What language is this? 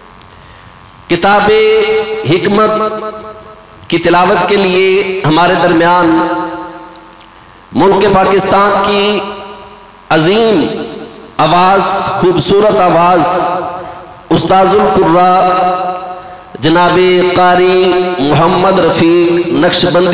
Urdu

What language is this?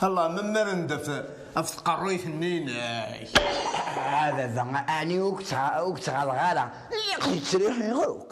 Kabyle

